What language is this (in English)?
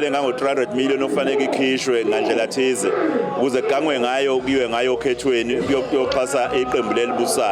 Zulu